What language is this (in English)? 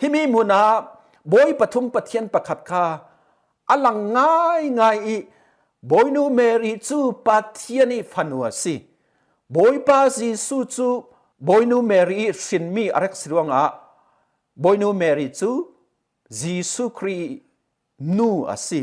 Falam Chin